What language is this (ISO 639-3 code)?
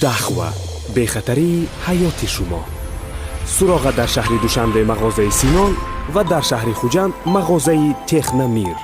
tgk